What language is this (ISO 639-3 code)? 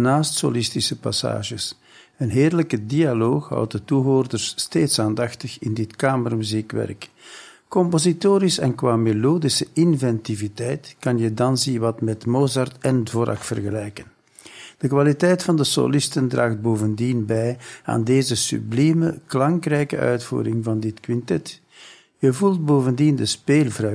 nld